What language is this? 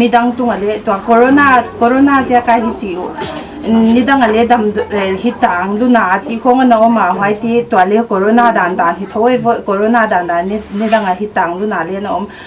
Paite Chin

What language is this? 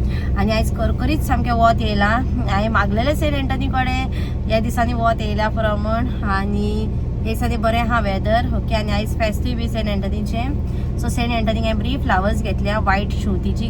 Konkani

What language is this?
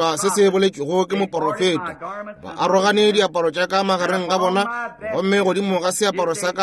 Northern Sotho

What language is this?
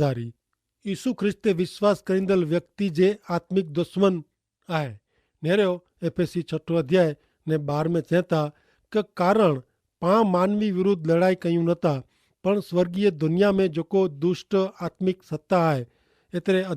Kachhi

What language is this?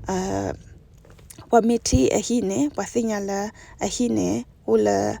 S'gaw Karen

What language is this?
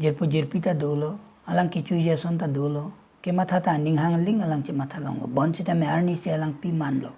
Karbi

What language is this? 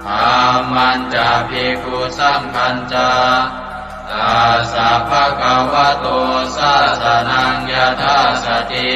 Pali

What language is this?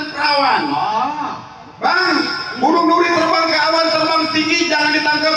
Betawi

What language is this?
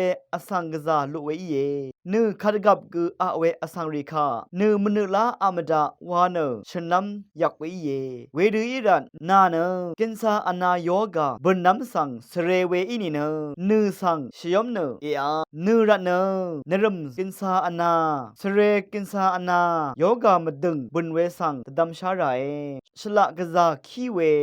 Rawang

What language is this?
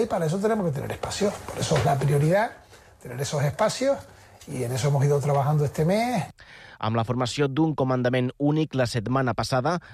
Catalan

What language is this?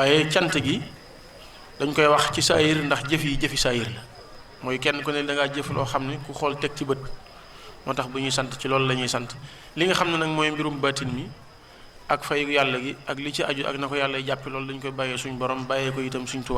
Wolof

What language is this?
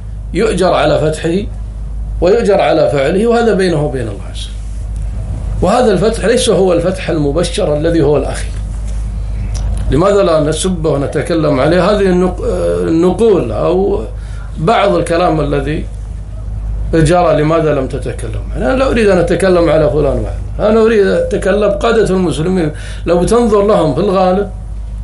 Arabic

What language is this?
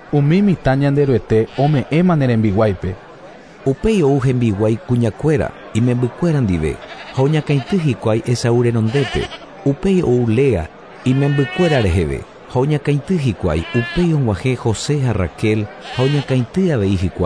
Guarani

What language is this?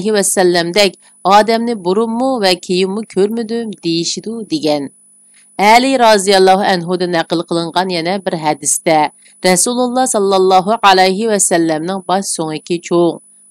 Uyghur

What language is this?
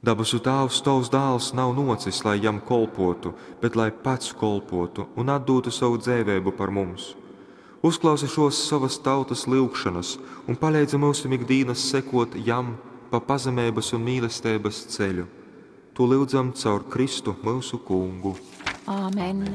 Latgalian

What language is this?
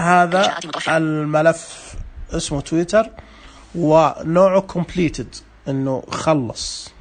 Najdi Arabic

